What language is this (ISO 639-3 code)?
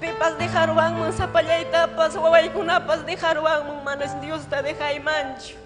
quy